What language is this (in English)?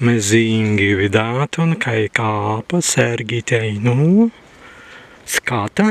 Prussian